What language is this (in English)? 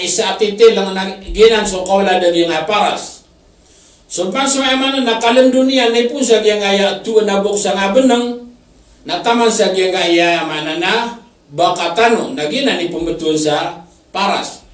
Maranao